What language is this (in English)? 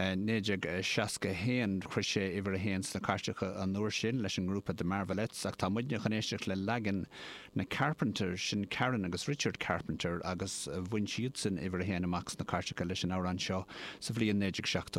Irish